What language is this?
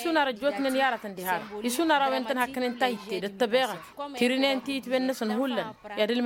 Tamasheq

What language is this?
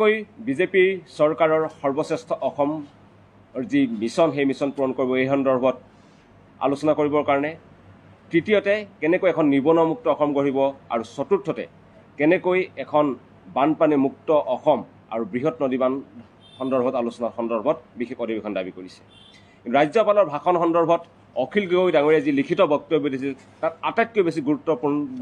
Assamese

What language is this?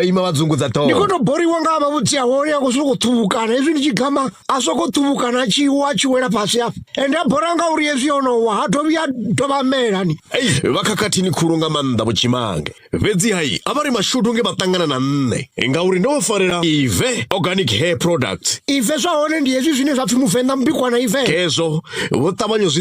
Venda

